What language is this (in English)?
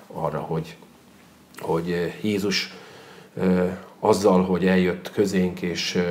Hungarian